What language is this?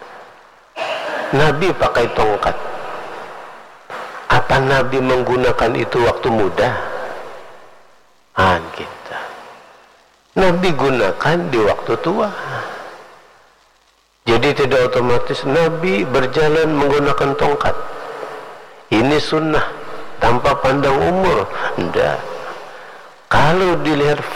Indonesian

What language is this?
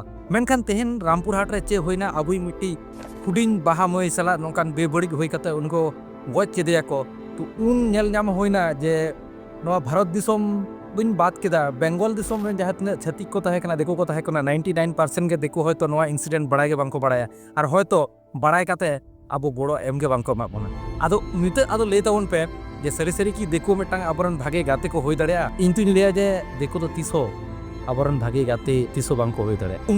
Santali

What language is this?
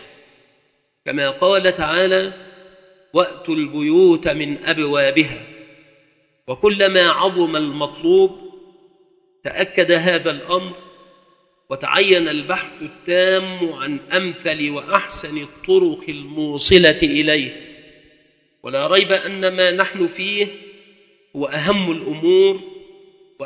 Arabic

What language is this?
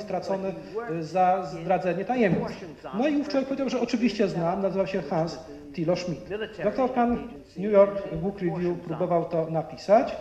Polish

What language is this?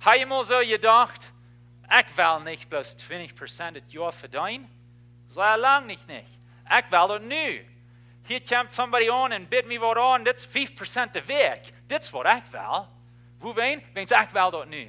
Plautdietsch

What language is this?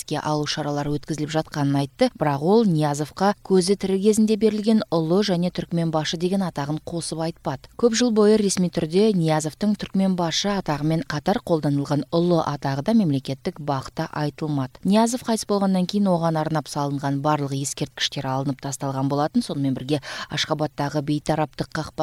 Kyrgyz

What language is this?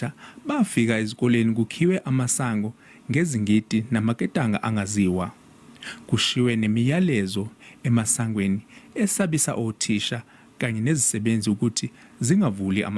Zulu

